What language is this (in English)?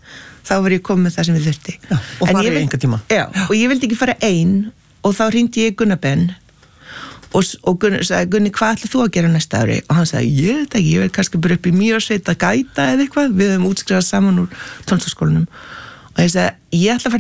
Icelandic